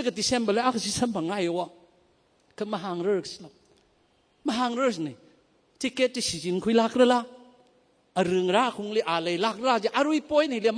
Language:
Tangkhul Naga (India)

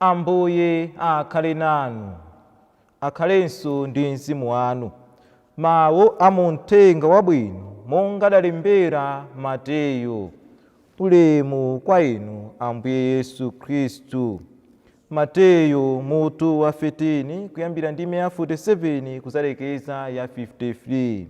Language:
Nyanja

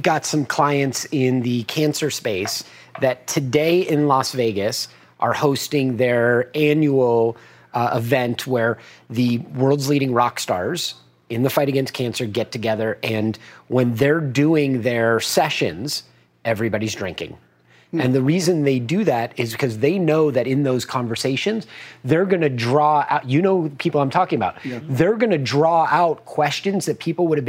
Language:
English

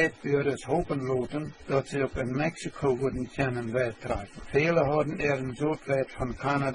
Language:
Plautdietsch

